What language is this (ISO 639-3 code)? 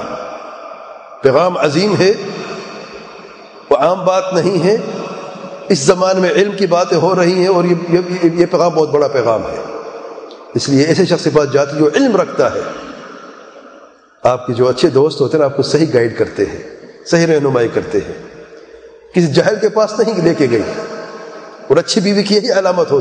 urd